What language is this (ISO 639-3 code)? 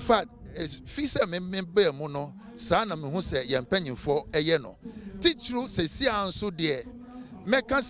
aka